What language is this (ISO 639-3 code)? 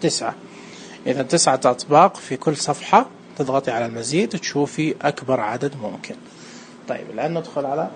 ars